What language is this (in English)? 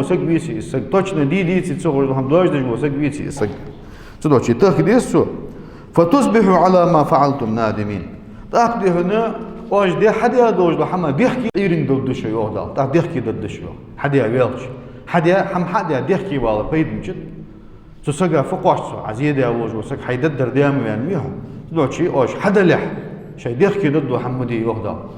Ingush